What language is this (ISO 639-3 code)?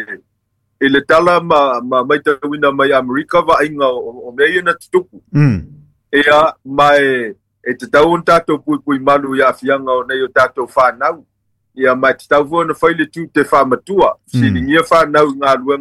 smo